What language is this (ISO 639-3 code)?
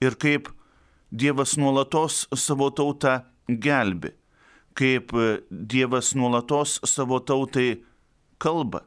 lit